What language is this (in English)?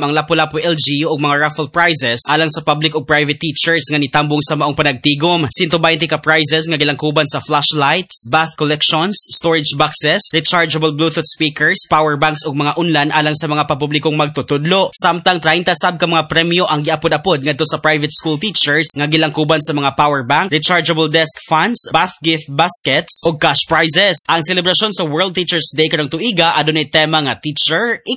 Cebuano